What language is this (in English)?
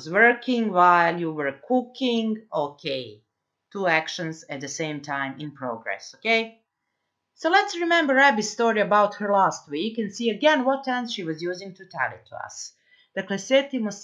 Serbian